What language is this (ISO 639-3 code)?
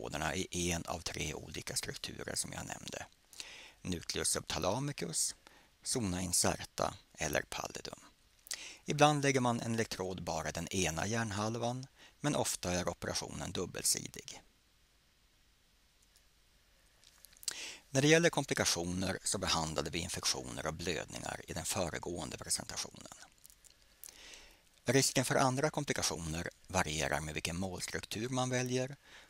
swe